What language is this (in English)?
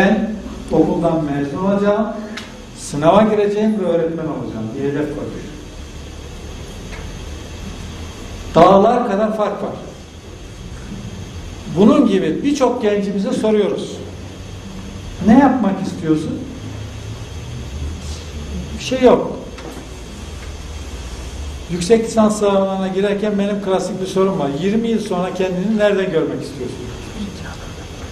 Turkish